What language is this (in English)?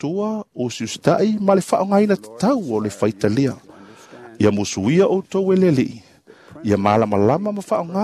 Samoan